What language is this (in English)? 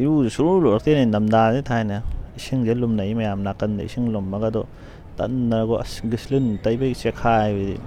Manipuri